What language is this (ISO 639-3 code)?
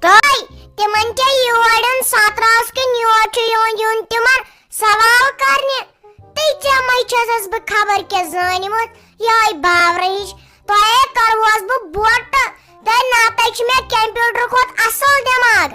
kas